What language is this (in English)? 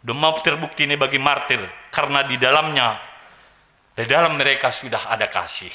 Batak Simalungun